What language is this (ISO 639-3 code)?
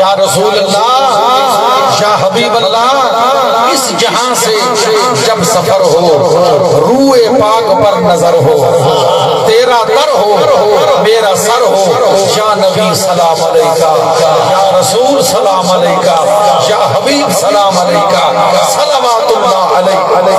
skr